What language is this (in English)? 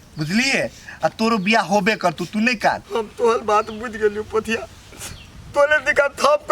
Maithili